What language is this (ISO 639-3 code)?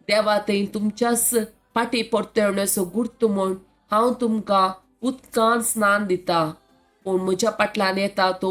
kok